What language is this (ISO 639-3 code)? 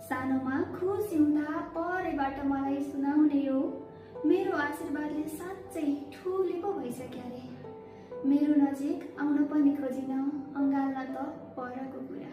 nep